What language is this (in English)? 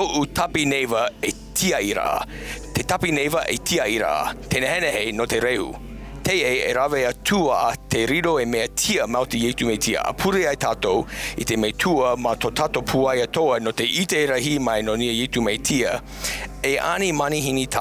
Tahitian